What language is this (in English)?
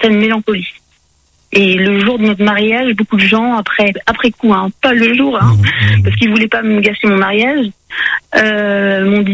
French